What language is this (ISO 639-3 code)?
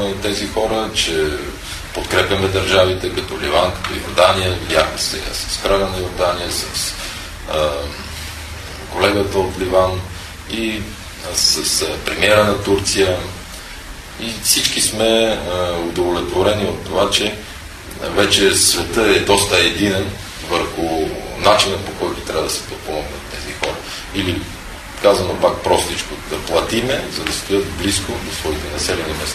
bul